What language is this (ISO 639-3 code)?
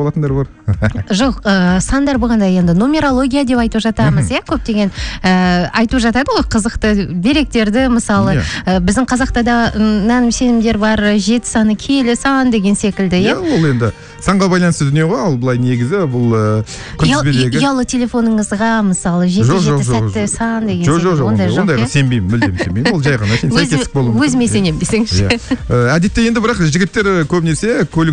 kaz